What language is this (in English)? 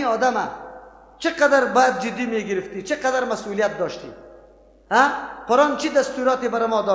Persian